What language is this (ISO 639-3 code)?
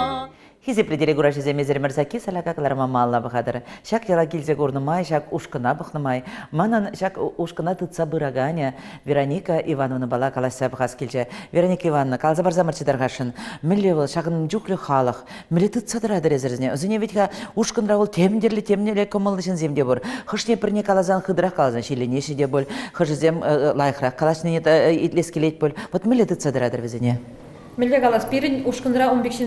chv